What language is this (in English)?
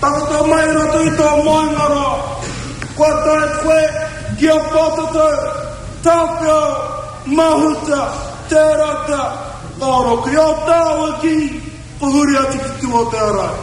Māori